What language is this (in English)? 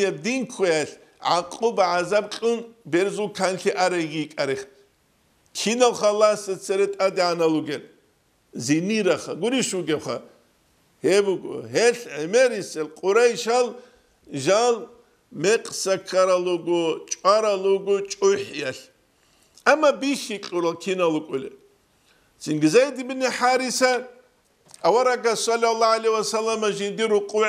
Avaric